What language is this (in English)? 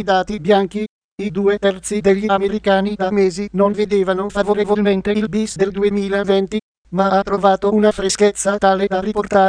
Italian